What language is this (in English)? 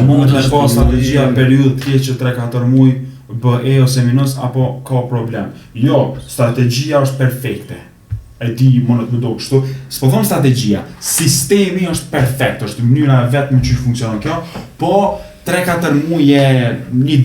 Albanian